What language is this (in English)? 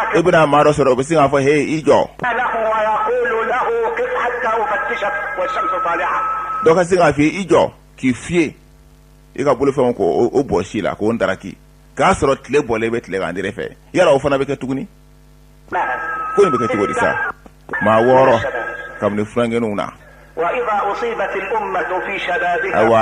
Bambara